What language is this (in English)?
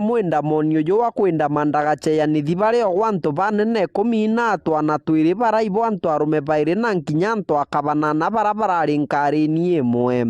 Meru